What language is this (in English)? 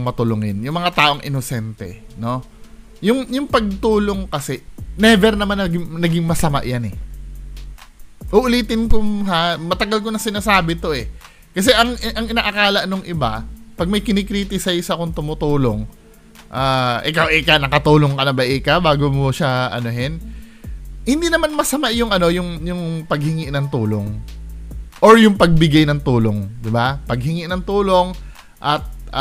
Filipino